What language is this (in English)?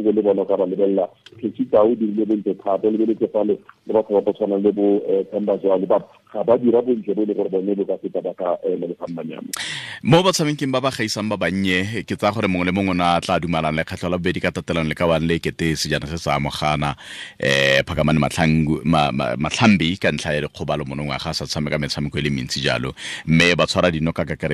Tswana